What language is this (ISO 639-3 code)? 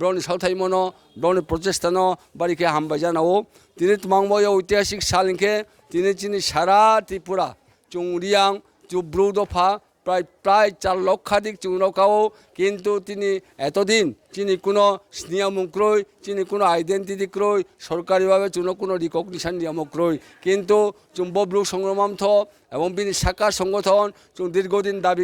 ria